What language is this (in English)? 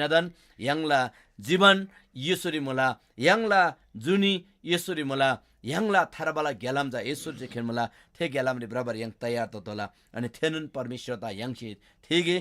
Eastern Tamang